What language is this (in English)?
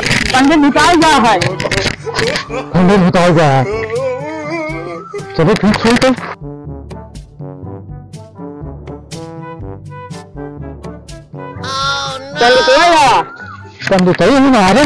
Hindi